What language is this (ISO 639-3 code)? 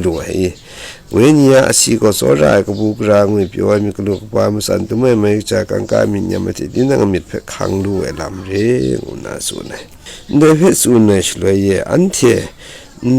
kac